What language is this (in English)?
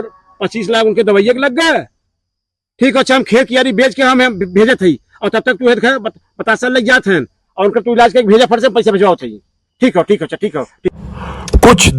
Awadhi